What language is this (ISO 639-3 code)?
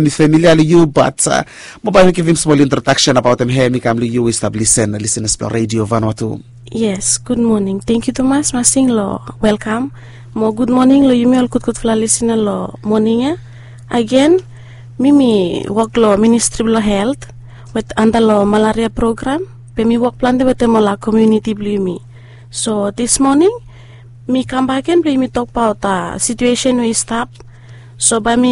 bis